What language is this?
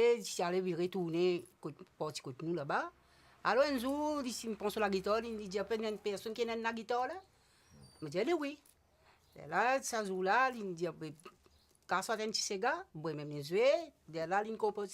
Morisyen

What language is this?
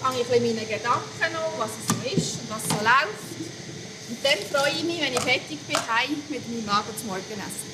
Swiss German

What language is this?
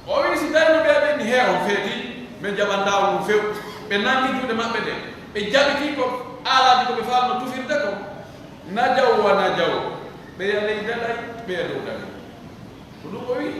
Pular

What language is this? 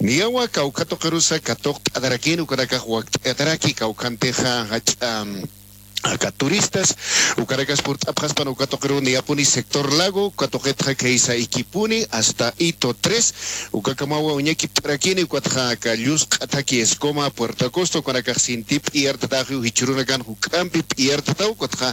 Aymara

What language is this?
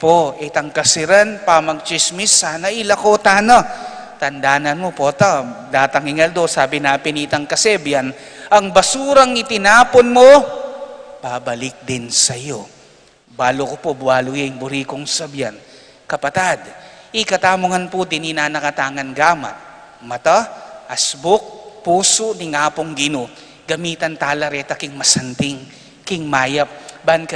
Pampanga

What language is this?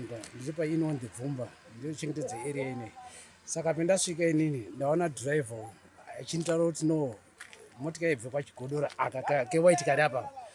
Shona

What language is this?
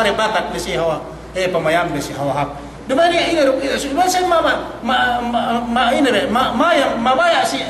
Yakan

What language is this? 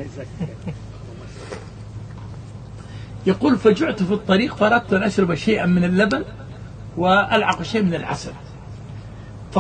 Arabic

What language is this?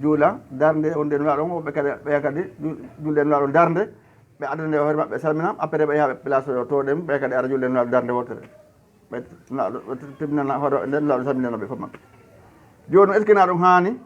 Fula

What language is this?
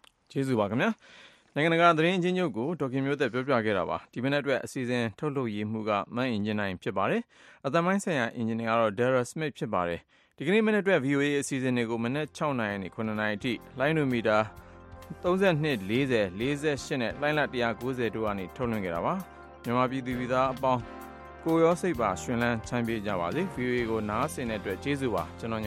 Burmese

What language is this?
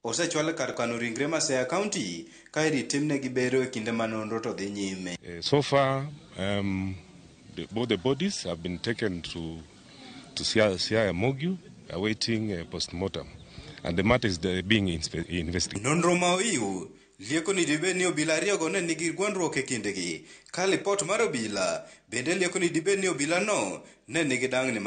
Luo (Kenya and Tanzania)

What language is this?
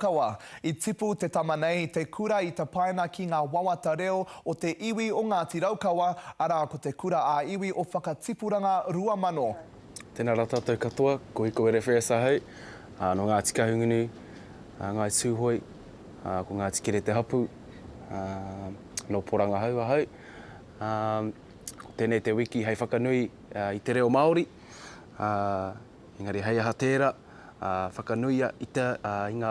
Māori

